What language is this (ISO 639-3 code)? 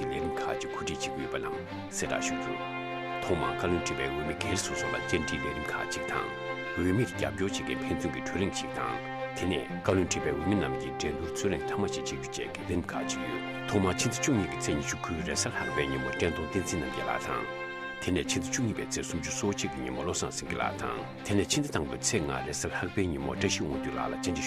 bod